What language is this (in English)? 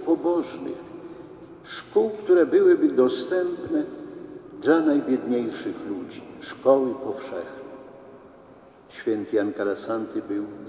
Polish